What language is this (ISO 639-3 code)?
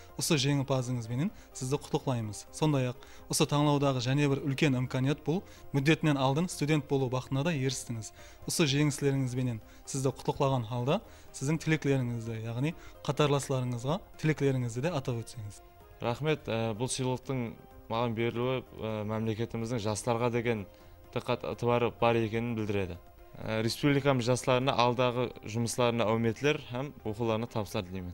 kaa